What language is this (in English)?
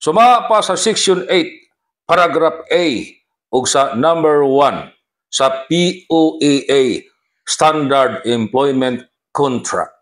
Cebuano